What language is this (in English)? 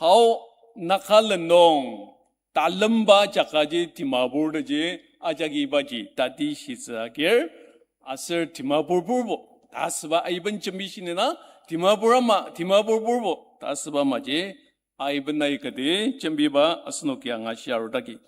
Ao Naga